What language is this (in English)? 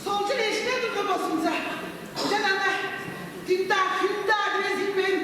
Tuvinian